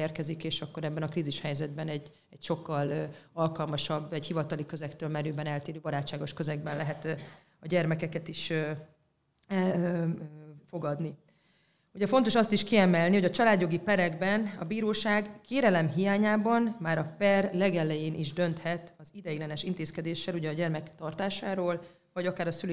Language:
Hungarian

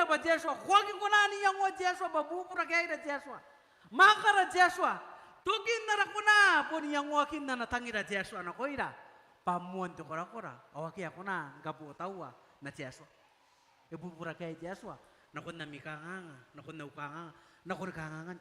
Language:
Gilbertese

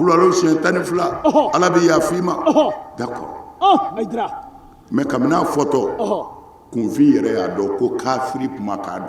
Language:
Bambara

